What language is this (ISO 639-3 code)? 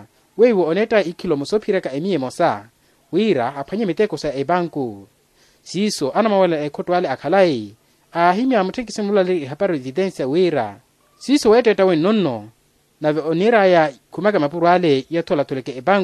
vmw